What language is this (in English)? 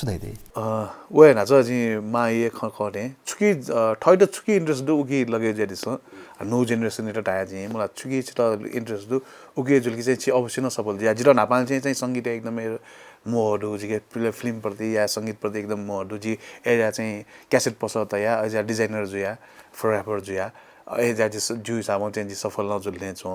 Newari